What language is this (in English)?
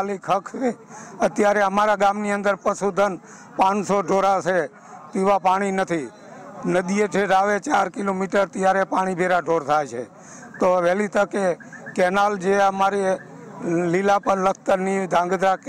Gujarati